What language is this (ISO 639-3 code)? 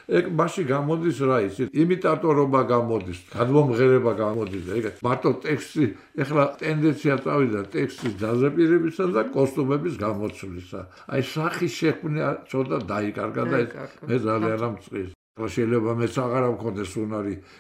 kat